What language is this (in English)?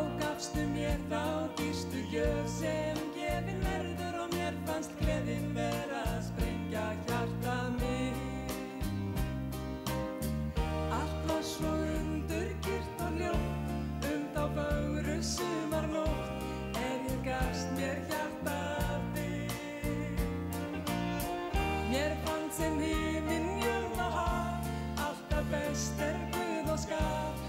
Icelandic